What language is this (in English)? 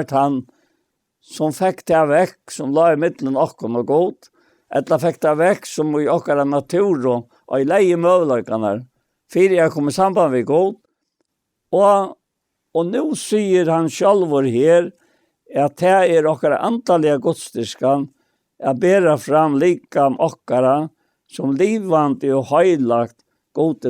Faroese